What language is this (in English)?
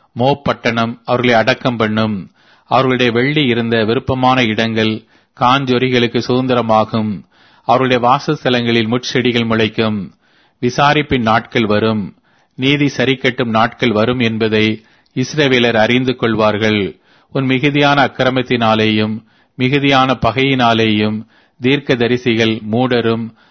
Tamil